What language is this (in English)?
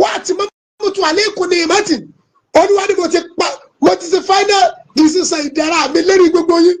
Yoruba